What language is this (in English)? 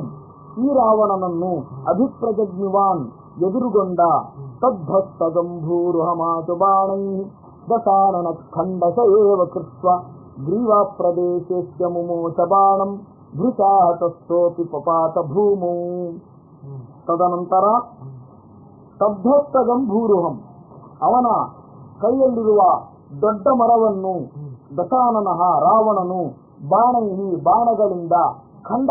Kannada